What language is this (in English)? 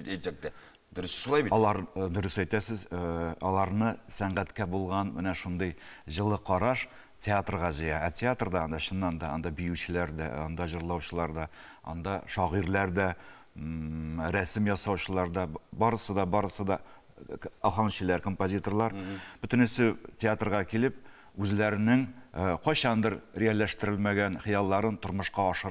Tatar